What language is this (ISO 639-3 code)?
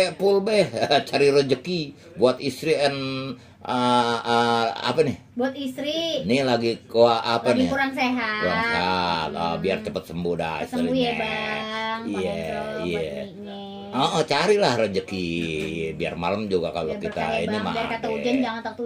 bew